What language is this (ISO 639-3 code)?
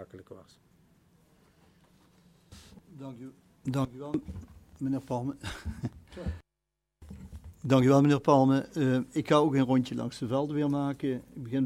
nld